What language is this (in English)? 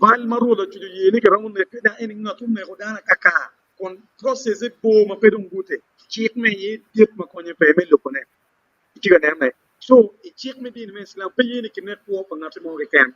Acoli